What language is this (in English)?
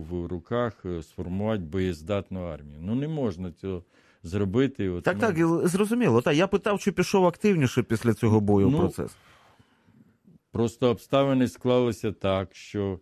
Ukrainian